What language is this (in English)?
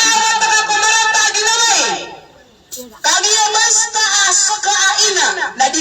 Maranao